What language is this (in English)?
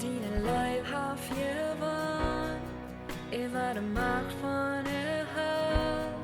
Plautdietsch